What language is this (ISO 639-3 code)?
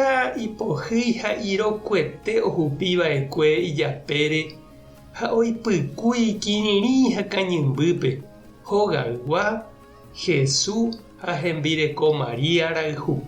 grn